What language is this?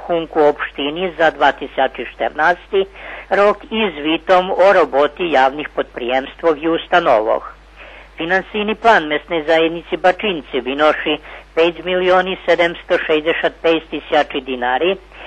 Rusyn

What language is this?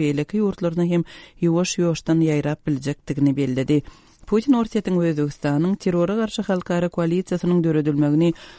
Turkmen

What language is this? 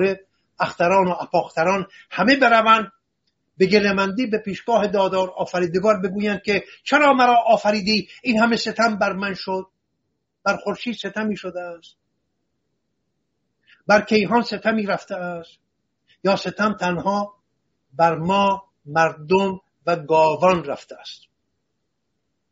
Persian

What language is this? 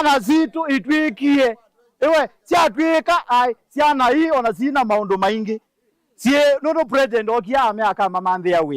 Kamba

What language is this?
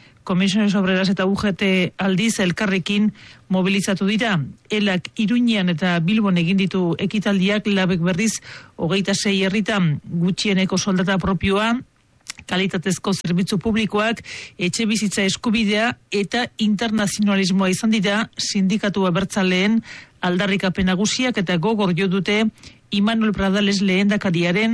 Basque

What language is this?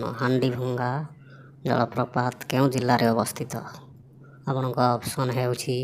Odia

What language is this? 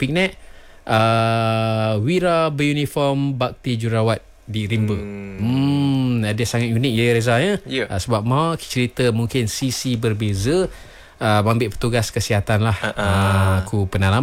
Malay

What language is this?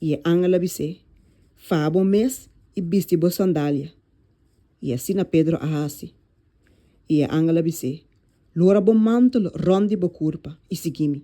Papiamento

